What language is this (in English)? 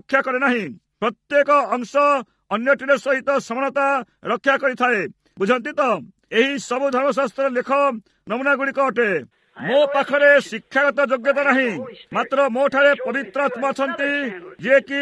Odia